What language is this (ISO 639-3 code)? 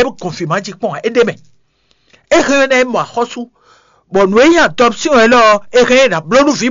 fon